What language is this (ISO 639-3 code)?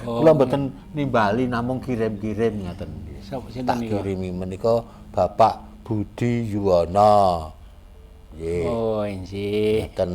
jav